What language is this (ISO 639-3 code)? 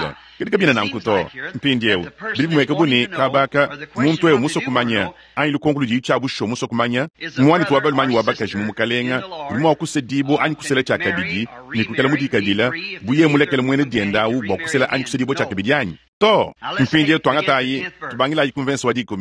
lua